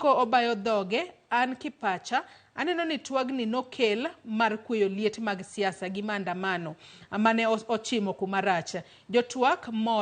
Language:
Luo (Kenya and Tanzania)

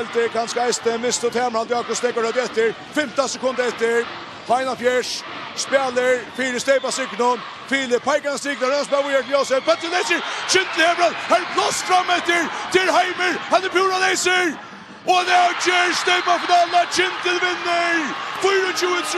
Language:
Faroese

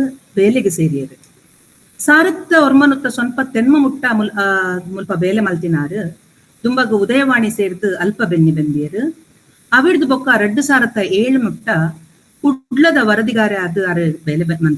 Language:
Tulu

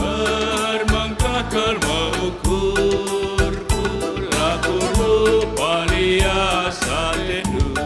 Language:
Batak Karo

